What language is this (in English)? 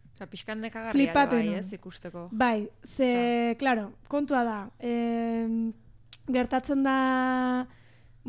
Basque